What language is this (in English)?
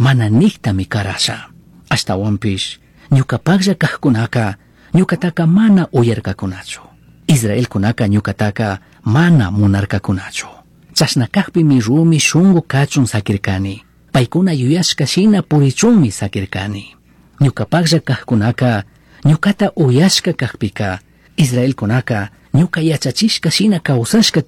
Chimborazo Highland Quichua